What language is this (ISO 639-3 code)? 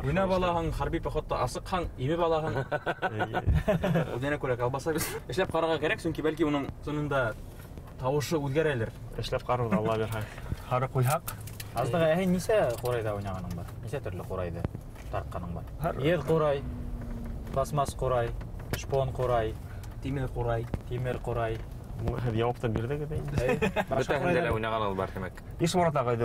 bak